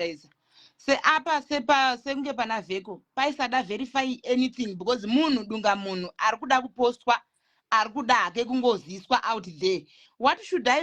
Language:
Shona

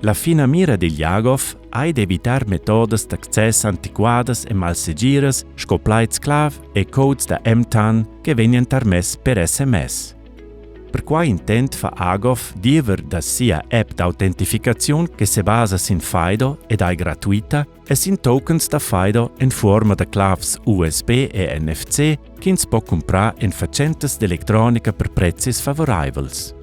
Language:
Romansh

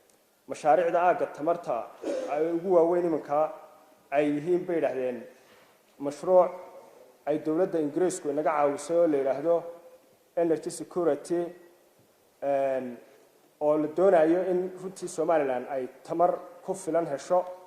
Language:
Somali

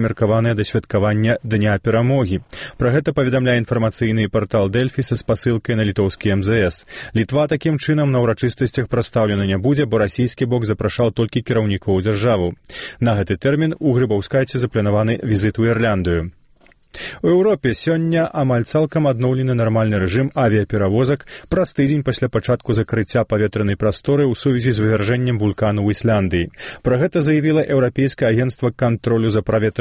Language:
Belarusian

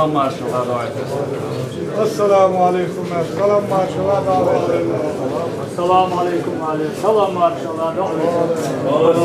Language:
Chechen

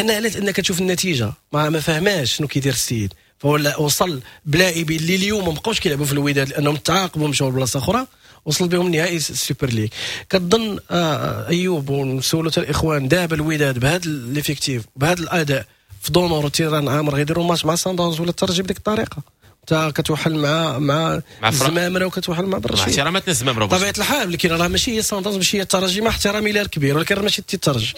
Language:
Moroccan Arabic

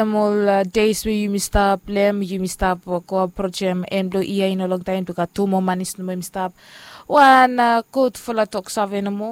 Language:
Bislama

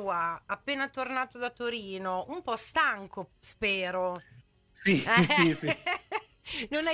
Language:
Italian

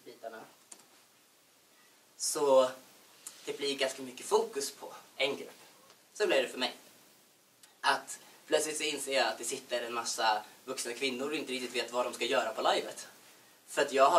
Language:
Swedish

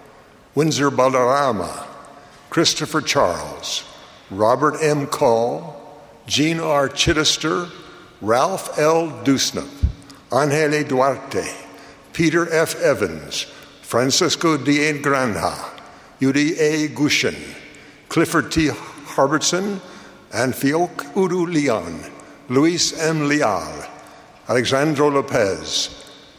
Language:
Bulgarian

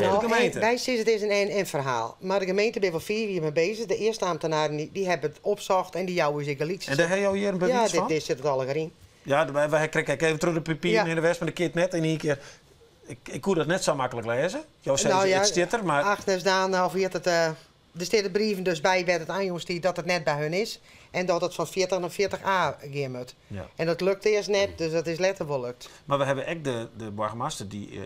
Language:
Western Frisian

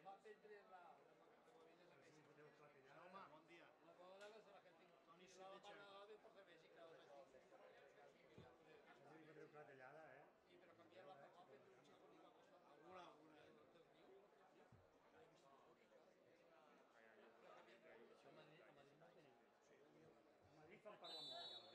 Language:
Catalan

